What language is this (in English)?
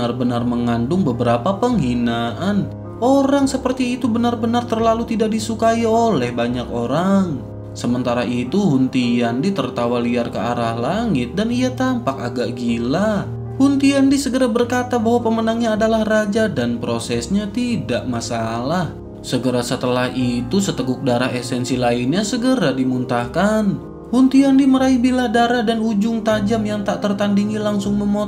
Indonesian